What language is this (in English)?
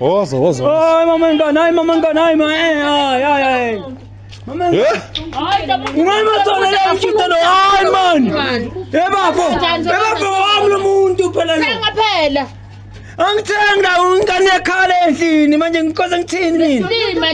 Zulu